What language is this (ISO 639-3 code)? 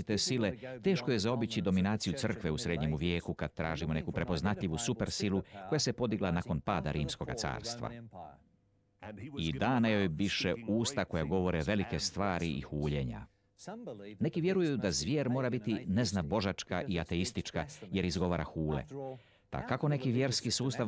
hrv